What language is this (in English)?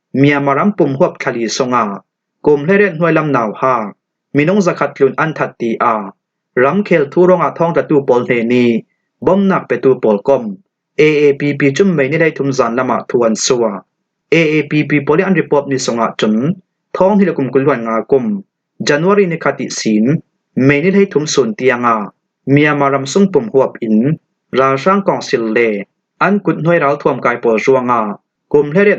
Falam Chin